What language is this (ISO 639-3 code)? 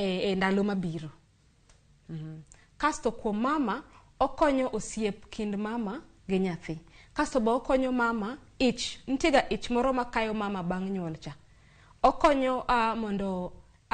luo